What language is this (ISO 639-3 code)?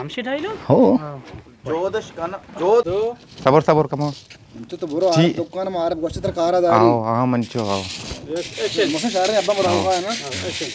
bal